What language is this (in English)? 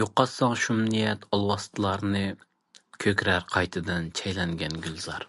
Uyghur